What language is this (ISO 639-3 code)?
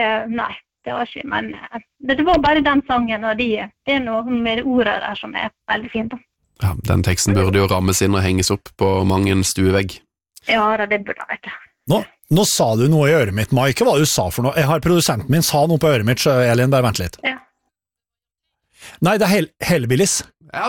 nor